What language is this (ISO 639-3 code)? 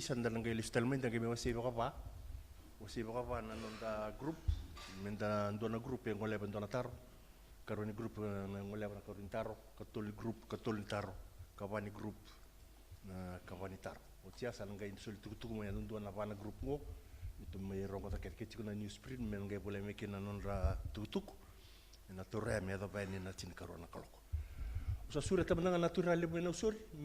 fij